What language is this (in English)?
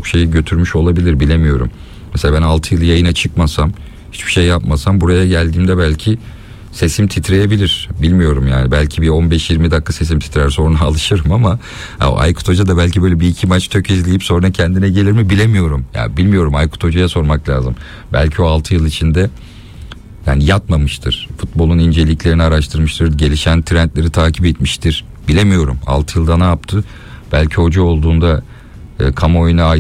Turkish